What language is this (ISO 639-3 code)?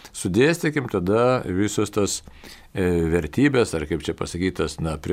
lit